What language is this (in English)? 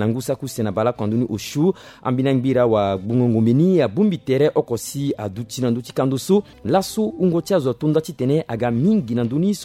Sango